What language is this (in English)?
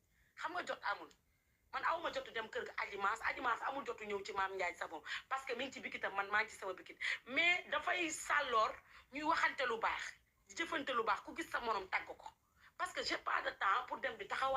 Wolof